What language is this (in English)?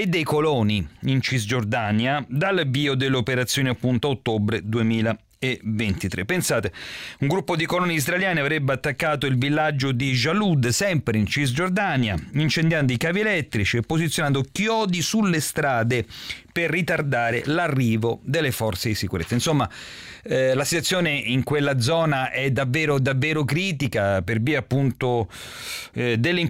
Italian